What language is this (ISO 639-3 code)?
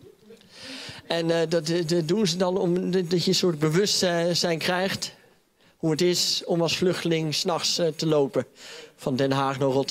nld